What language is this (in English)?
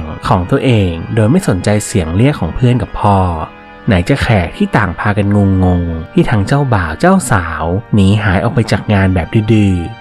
Thai